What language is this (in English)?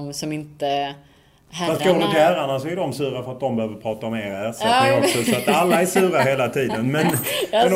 Swedish